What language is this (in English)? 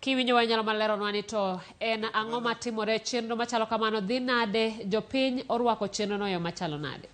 Luo (Kenya and Tanzania)